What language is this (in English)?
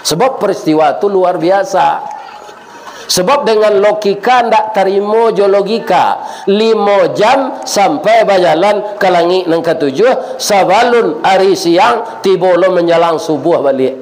Minangkabau